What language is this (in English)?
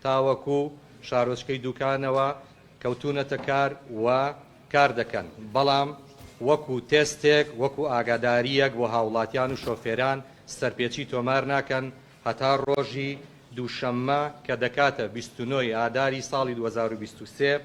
Central Kurdish